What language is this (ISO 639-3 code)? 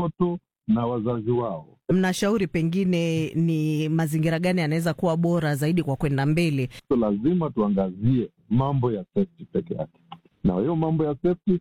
swa